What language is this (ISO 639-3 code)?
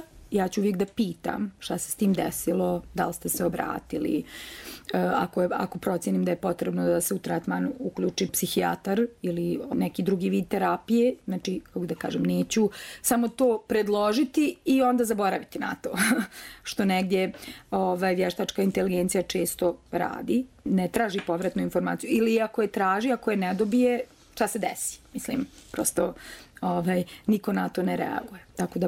bos